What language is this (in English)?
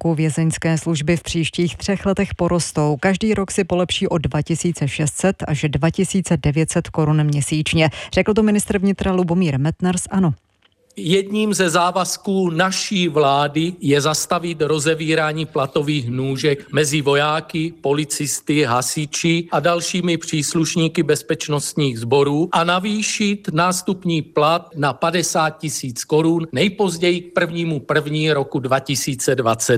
Czech